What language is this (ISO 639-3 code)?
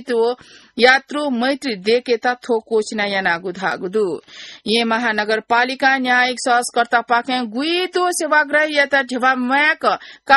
new